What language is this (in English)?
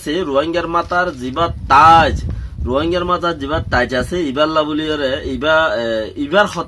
Rohingya